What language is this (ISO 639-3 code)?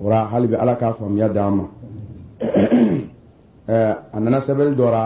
dyu